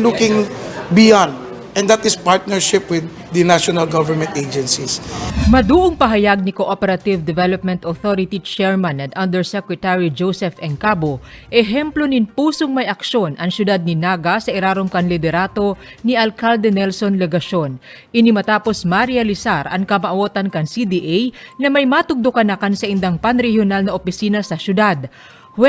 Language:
Bikol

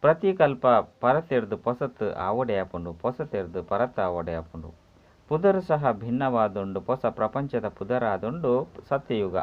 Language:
Tulu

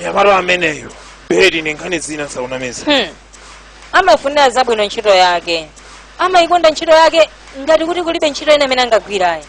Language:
Nyanja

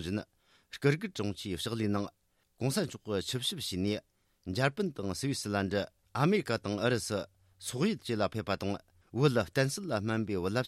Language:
Tibetan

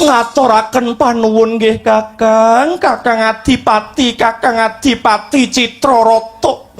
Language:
Javanese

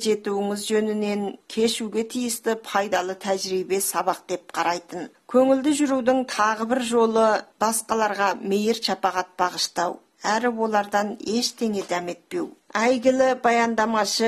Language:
Kazakh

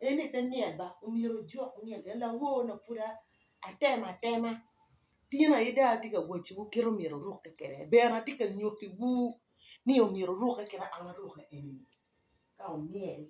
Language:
Acoli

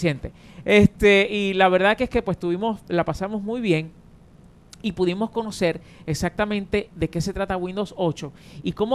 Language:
Spanish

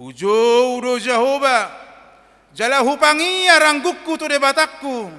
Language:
Batak Toba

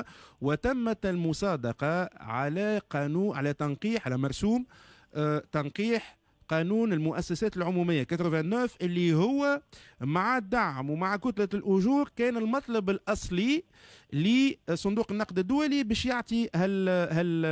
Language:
Tunisian Arabic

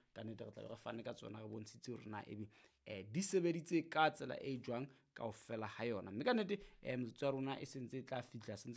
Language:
Southern Sotho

